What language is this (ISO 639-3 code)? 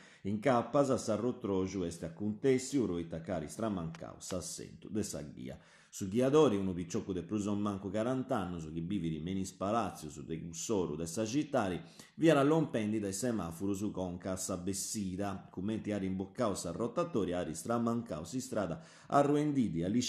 srd